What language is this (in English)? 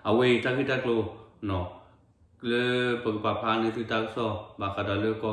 S'gaw Karen